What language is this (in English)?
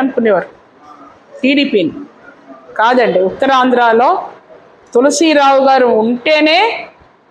Telugu